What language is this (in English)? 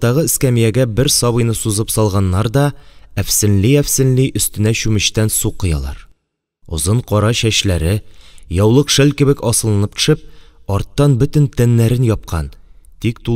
Tatar